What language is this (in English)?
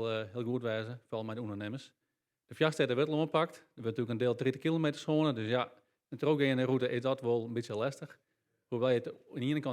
Western Frisian